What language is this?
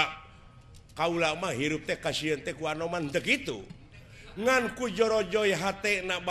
Sundanese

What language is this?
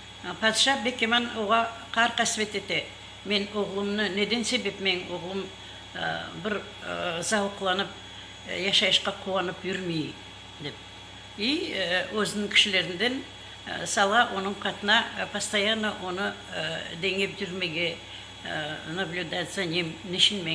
Crimean Tatar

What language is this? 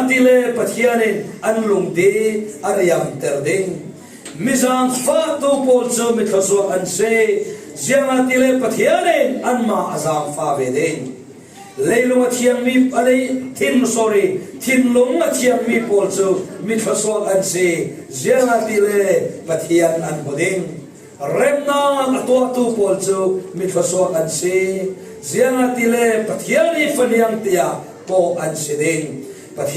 Falam Chin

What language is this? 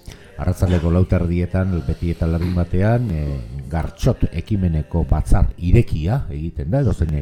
Basque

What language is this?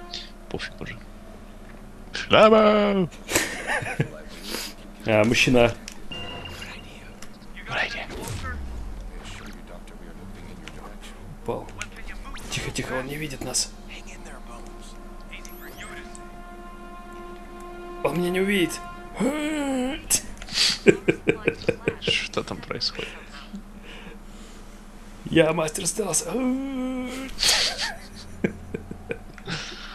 Russian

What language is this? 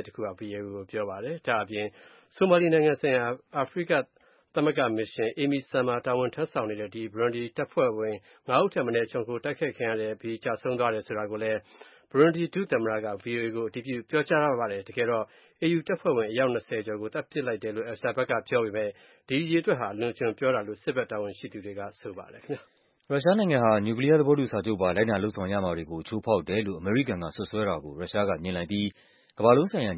Burmese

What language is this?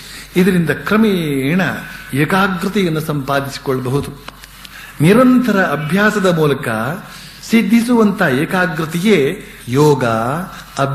Kannada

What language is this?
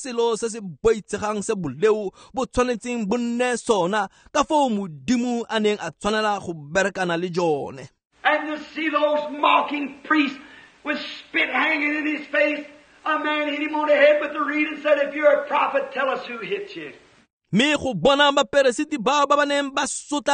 Tswana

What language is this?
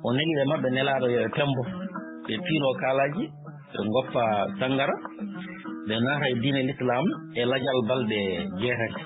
Fula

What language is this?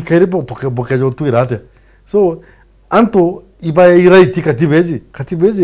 Meru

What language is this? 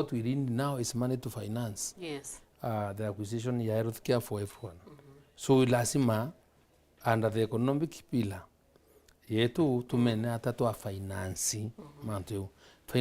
Meru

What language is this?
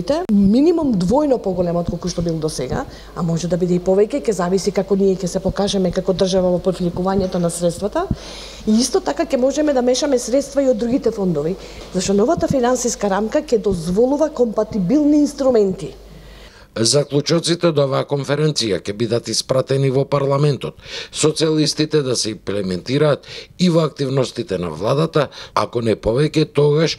Macedonian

